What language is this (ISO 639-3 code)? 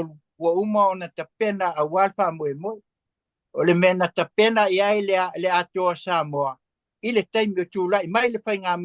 smo